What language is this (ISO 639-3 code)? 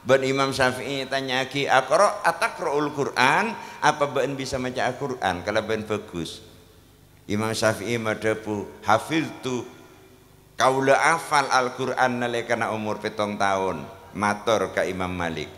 mad